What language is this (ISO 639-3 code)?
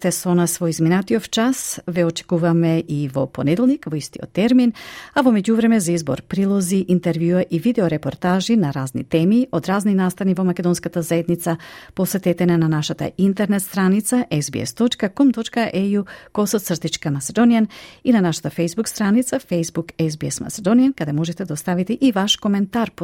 mkd